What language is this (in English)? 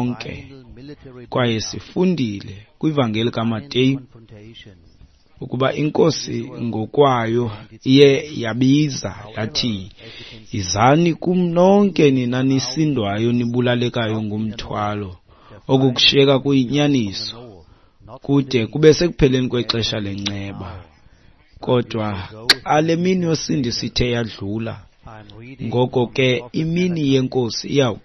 Xhosa